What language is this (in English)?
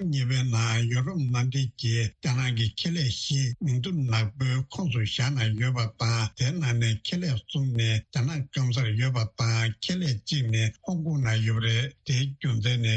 Tibetan